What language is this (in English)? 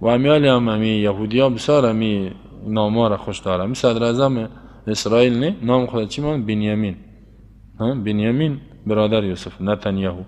Persian